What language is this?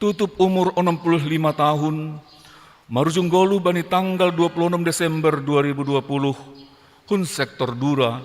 Batak Simalungun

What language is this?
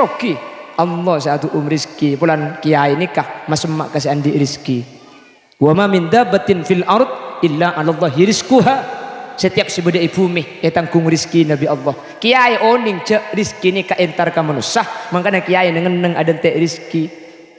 Madurese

